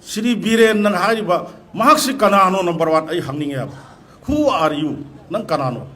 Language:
Manipuri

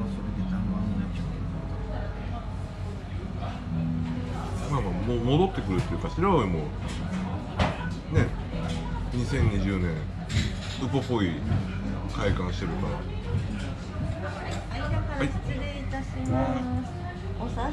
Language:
Japanese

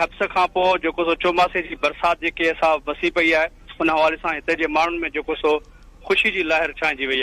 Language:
Sindhi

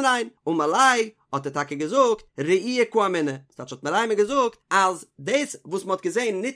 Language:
Yiddish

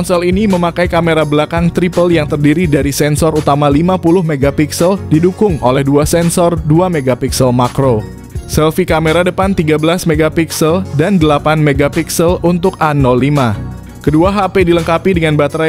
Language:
Indonesian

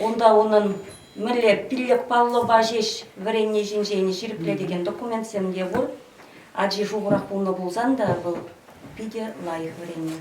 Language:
Chuvash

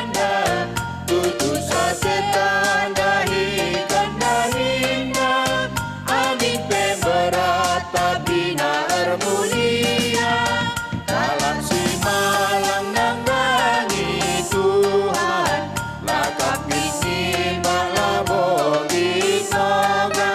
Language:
Batak Karo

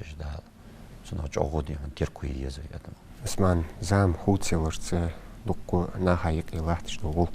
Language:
Ingush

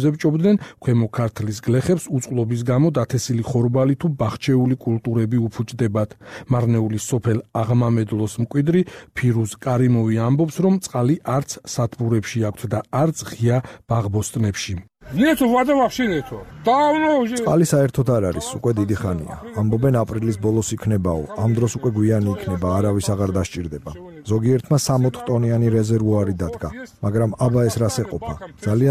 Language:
Georgian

